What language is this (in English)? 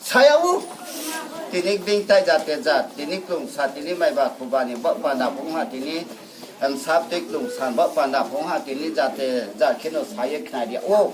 Riang (India)